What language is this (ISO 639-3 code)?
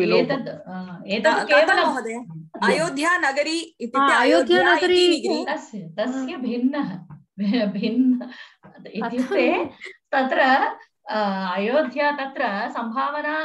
san